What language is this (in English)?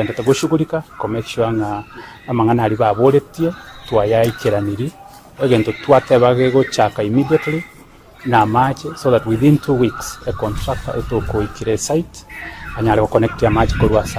Gusii